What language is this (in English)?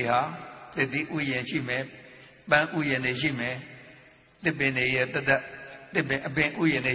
Burmese